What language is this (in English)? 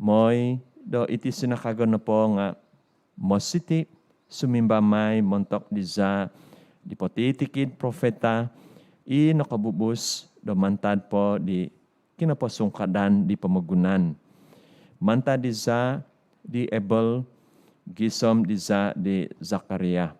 Central Dusun